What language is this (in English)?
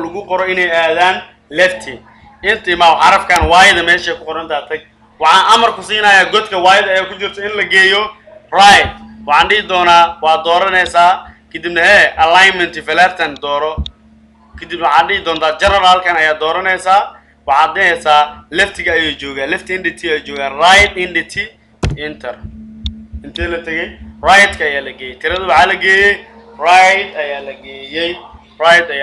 Somali